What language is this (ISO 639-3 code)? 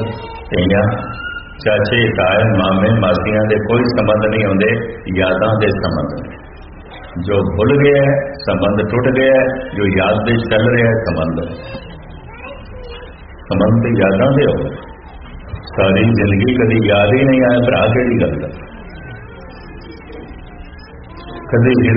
pan